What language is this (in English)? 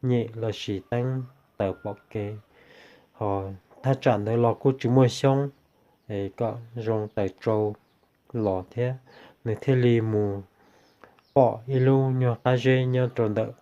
Hmong